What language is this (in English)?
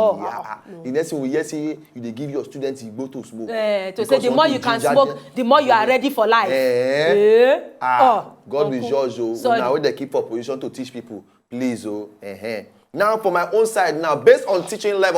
Nigerian Pidgin